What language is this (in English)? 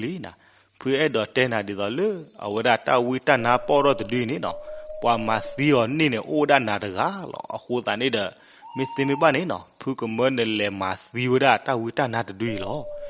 S'gaw Karen